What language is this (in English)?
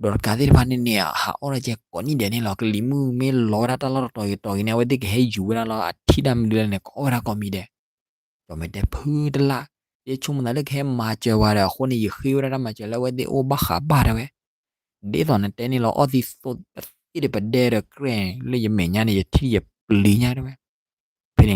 S'gaw Karen